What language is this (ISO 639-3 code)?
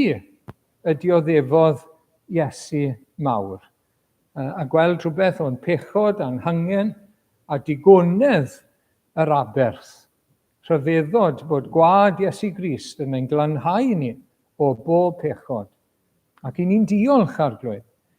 cym